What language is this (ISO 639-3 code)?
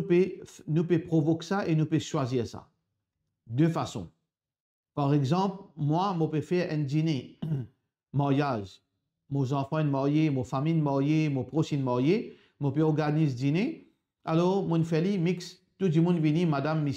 mfe